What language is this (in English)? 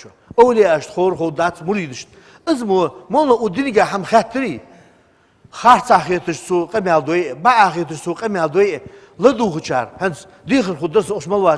Ingush